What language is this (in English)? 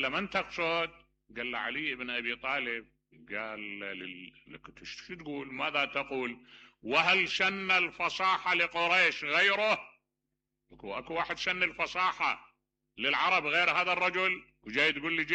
Mesopotamian Arabic